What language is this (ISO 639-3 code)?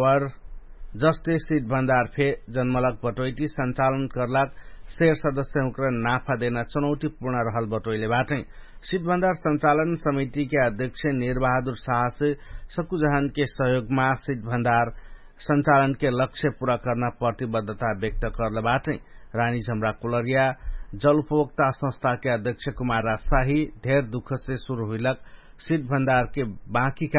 thl